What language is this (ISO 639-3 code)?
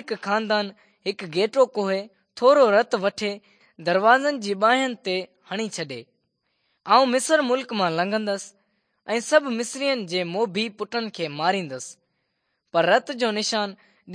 snd